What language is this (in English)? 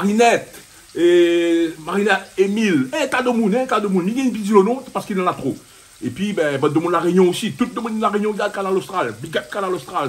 Réunion Creole French